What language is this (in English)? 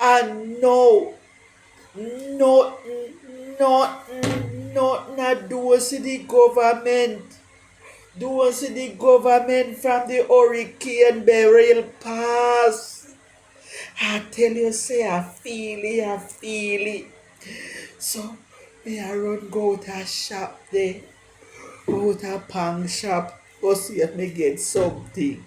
Jamaican Creole English